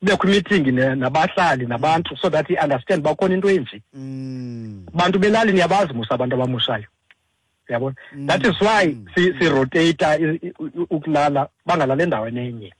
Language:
Xhosa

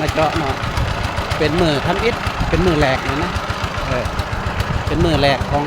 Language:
Lao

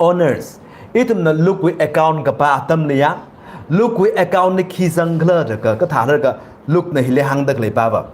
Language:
Tangkhul Naga (India)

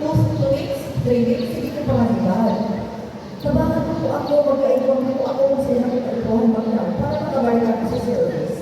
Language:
Bikol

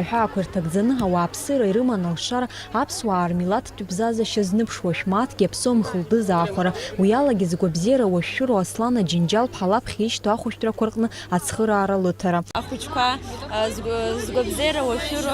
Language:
Abkhazian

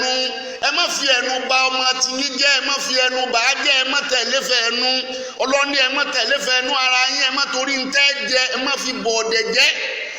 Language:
Yoruba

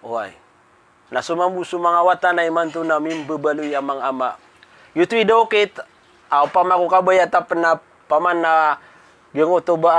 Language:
Maranao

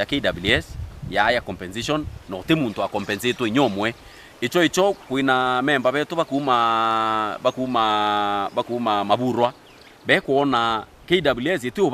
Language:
Meru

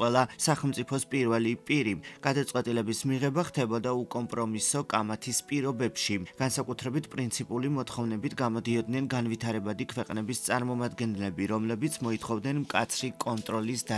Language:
Georgian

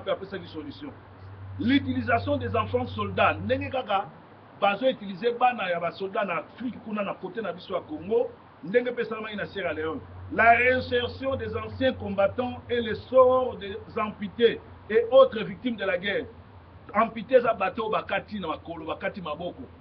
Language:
Lingala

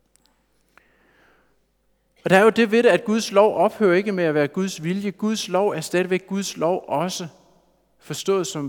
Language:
Danish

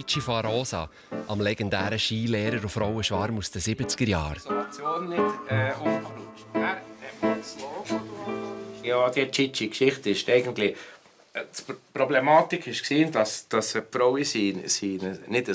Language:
Swiss German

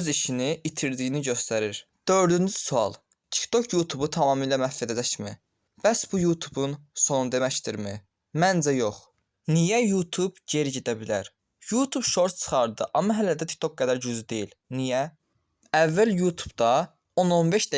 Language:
Azerbaijani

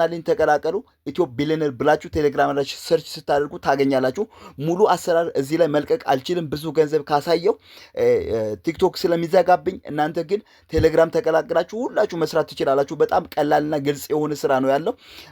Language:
Amharic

